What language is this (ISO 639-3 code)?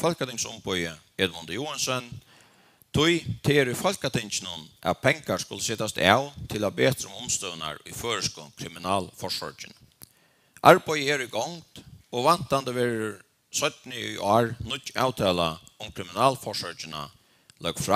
fao